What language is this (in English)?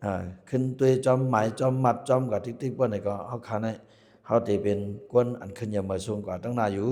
Shan